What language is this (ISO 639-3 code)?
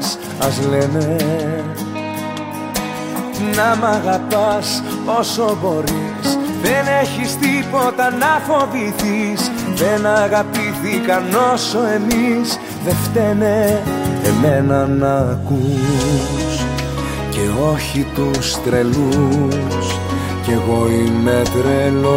ell